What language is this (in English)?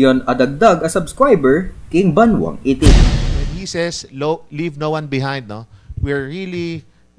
Pampanga